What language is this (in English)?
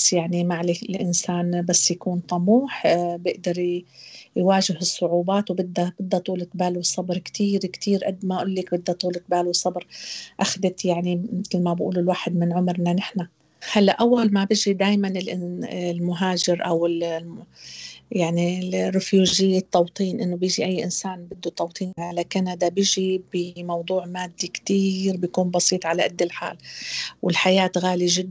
North Levantine Arabic